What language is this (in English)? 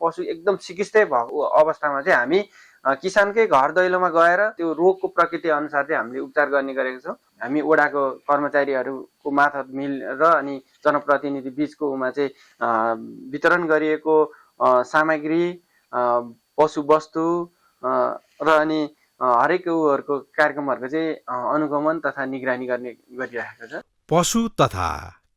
Nepali